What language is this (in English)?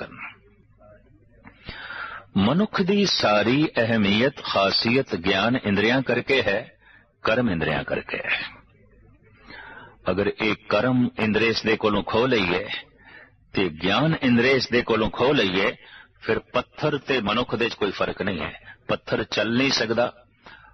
Punjabi